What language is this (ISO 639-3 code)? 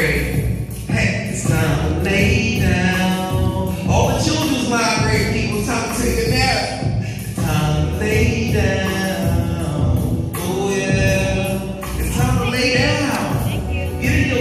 eng